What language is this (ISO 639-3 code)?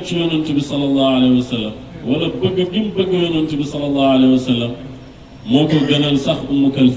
wol